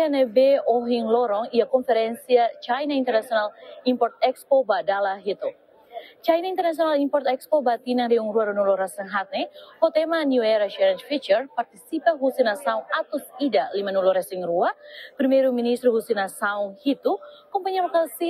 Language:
Tetum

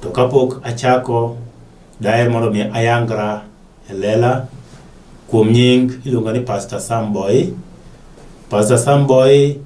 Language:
Luo (Kenya and Tanzania)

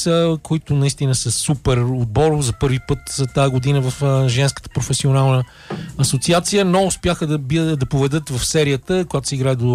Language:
Bulgarian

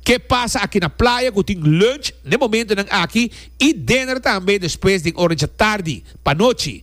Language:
Papiamento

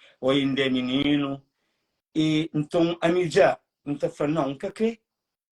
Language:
Kabuverdianu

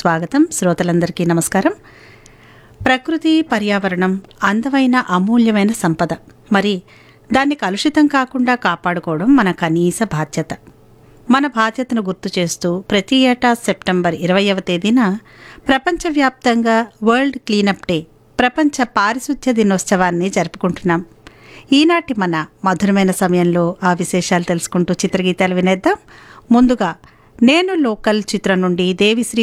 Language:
Telugu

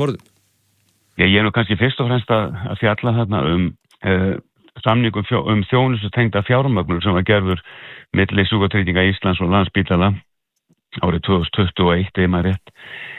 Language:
Icelandic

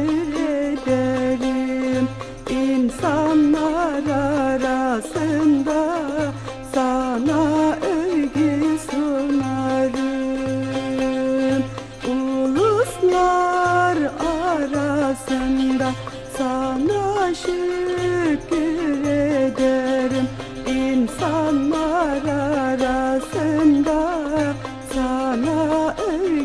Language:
Turkish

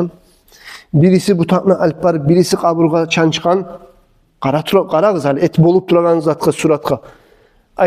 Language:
Kumyk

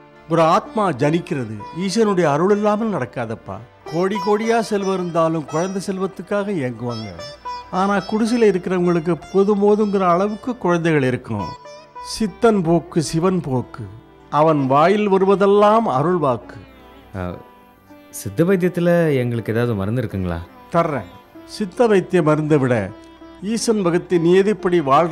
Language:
Tamil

